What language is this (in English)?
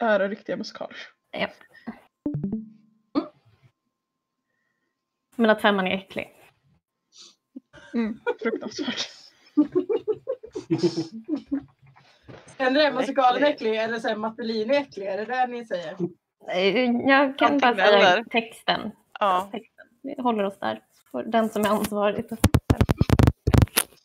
Swedish